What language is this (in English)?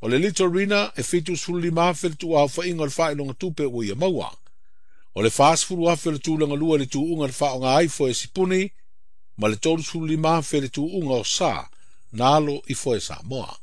Samoan